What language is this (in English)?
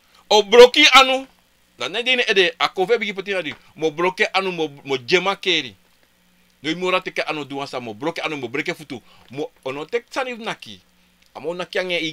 Sranan Tongo